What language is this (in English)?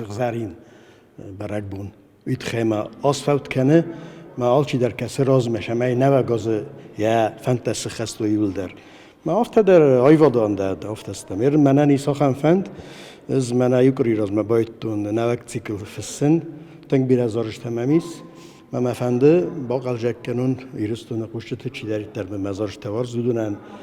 Ossetic